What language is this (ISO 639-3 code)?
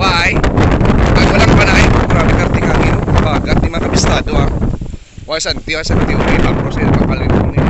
hil